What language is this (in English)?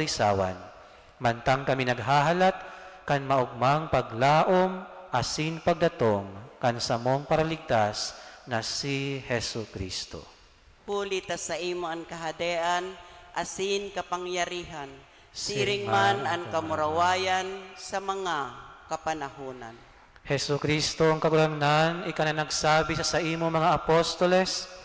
Bikol